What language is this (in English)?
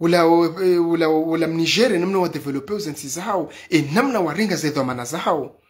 Ngazidja Comorian